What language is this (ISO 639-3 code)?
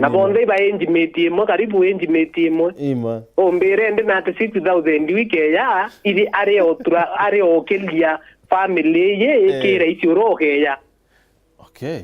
mer